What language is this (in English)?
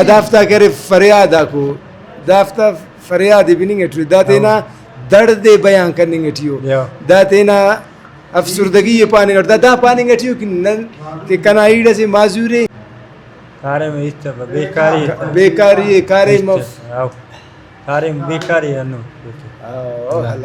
Brahui